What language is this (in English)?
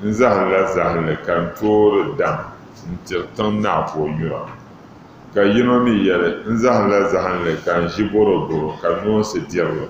Dagbani